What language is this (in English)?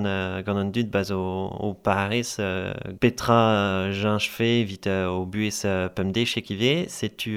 Breton